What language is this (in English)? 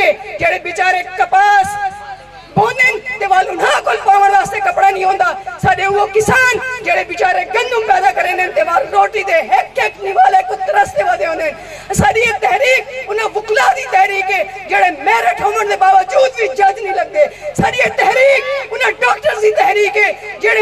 Saraiki